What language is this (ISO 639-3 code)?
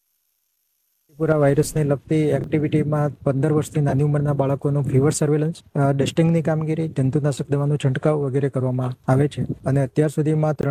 guj